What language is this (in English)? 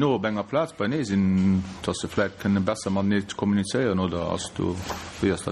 Luxembourgish